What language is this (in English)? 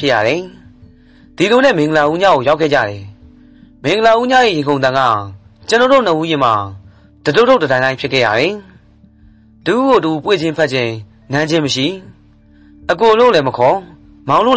Burmese